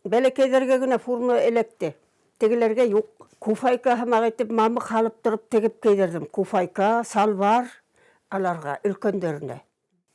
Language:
Bashkir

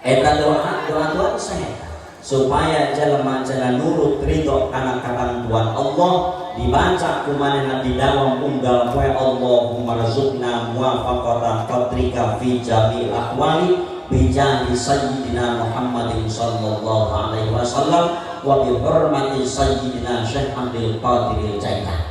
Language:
Sundanese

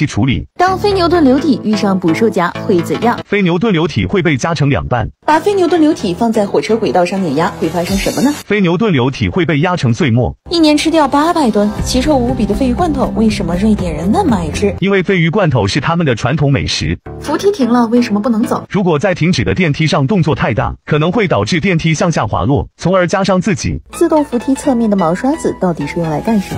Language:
Chinese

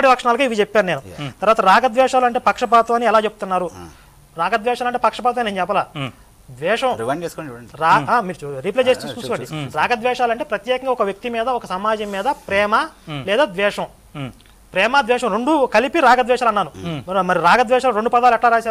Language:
Telugu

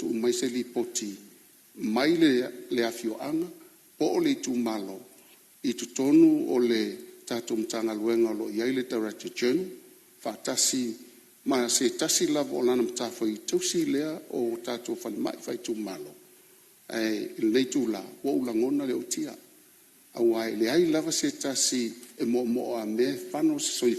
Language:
Samoan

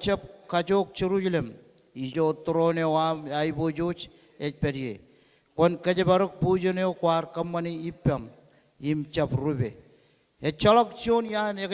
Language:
Marshallese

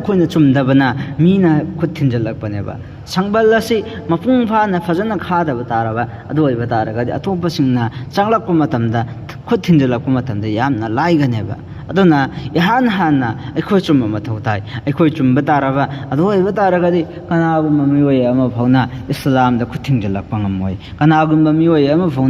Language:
Manipuri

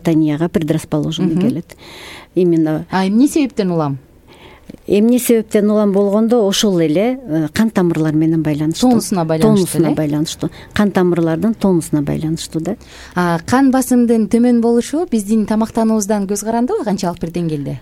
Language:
Kyrgyz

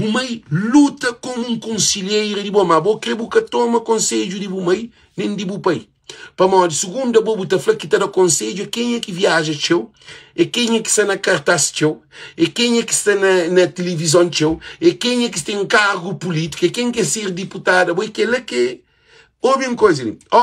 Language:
Kabuverdianu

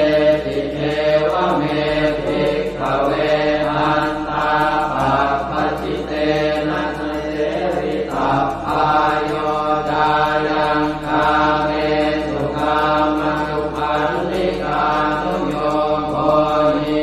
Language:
Pali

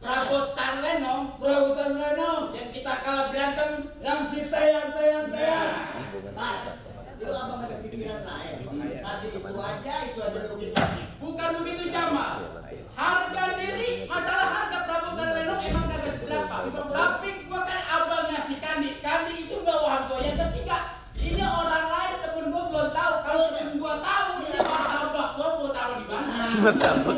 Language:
Betawi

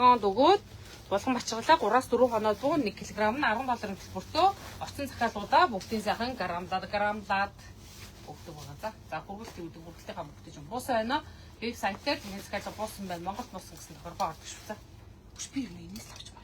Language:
Mongolian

